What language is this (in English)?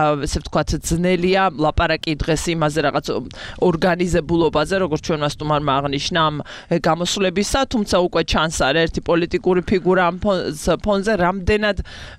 Georgian